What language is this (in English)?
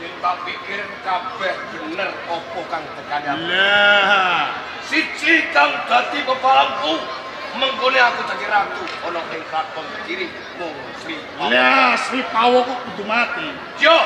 Javanese